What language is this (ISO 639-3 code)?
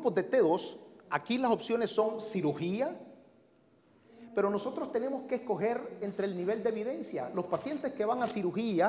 spa